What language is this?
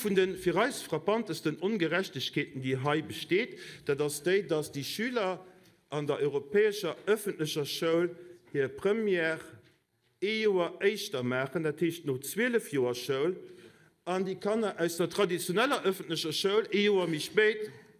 Luxembourgish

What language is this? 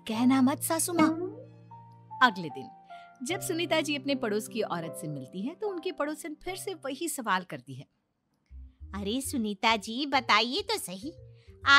Hindi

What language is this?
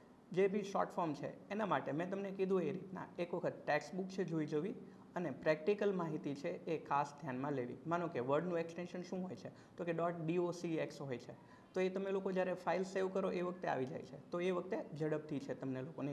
Gujarati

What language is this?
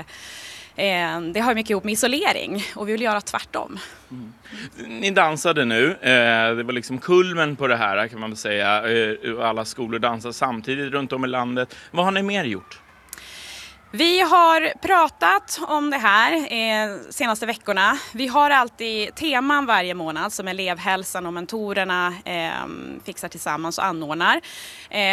Swedish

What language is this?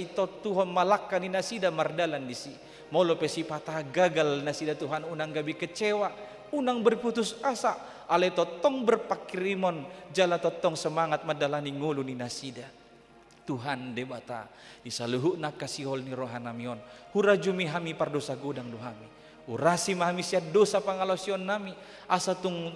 Batak Toba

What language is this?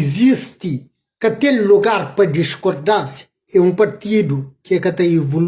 Kabuverdianu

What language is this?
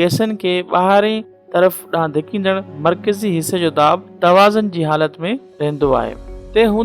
Sindhi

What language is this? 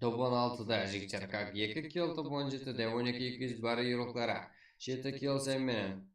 Kara-Kalpak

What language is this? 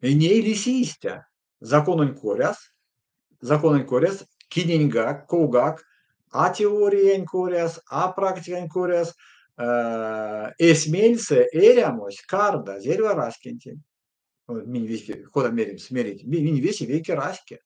Erzya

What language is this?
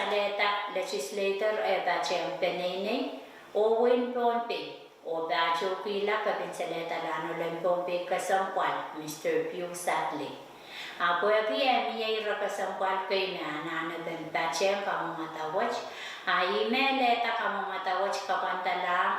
Pohnpeian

